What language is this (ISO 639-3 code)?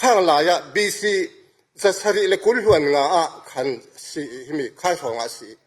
cfm